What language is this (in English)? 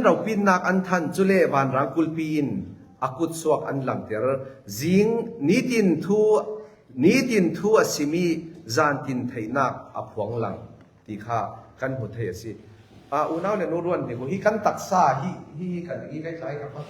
Falam Chin